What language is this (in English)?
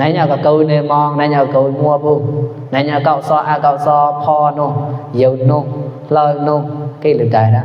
Mon